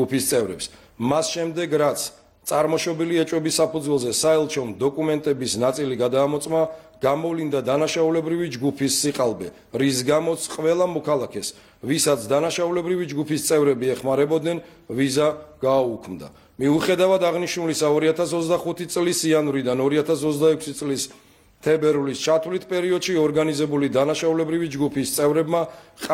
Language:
Georgian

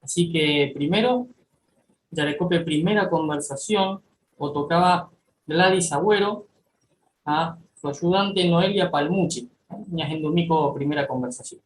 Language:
Guarani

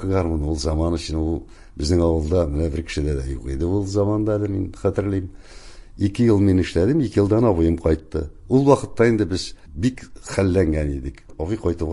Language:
Tatar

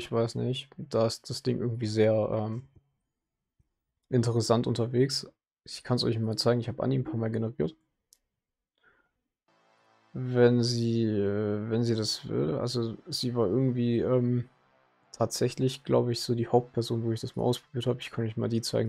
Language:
German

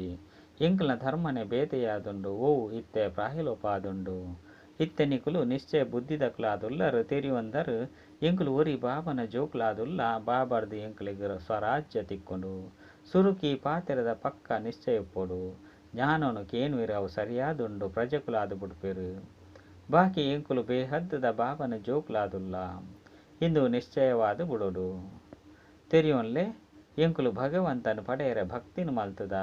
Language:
Tulu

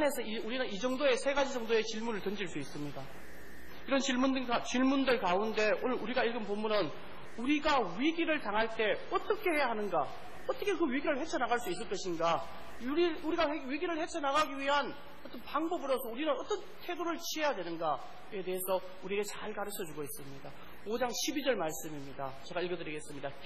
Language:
Korean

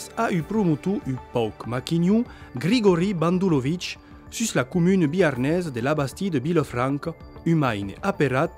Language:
Occitan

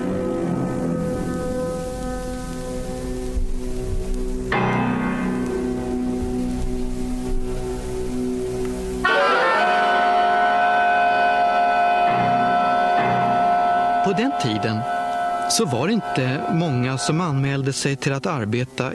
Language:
Swedish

